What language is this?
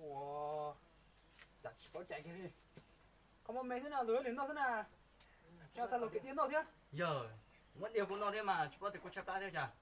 Hmong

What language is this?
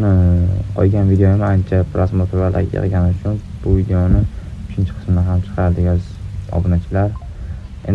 Uzbek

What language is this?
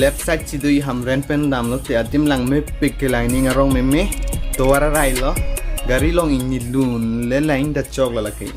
Karbi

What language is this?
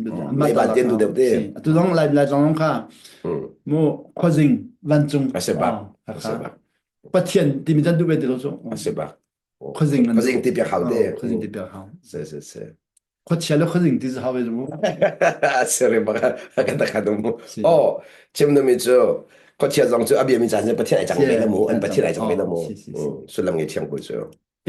Hakha Chin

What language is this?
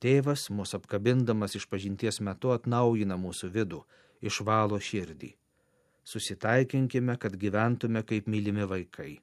Lithuanian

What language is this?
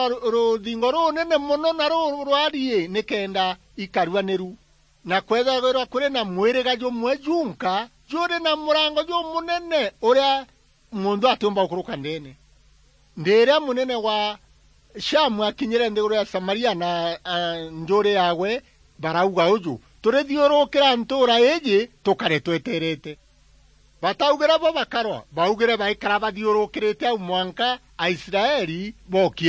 Meru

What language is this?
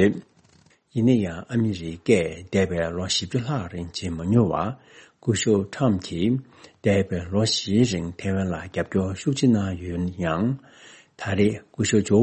Tibetan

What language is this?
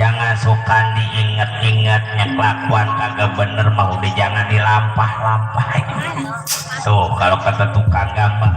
Betawi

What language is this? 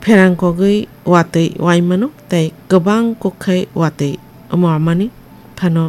Kok Borok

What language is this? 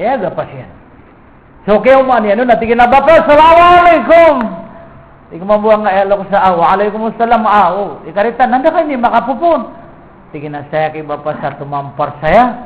Maranao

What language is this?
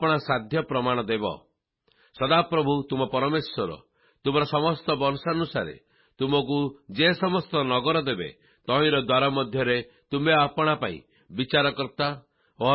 Odia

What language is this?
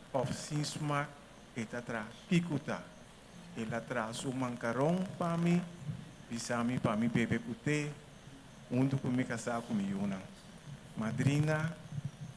Papiamento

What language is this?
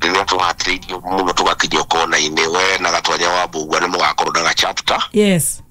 Kikuyu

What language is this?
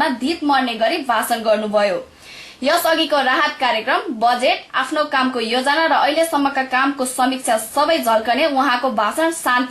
Nepali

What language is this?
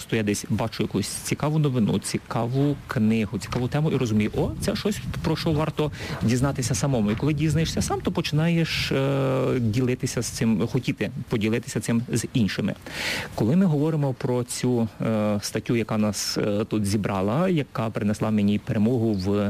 Ukrainian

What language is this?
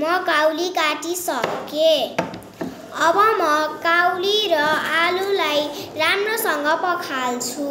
Nepali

